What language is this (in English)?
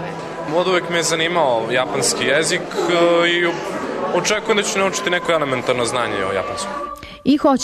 Serbian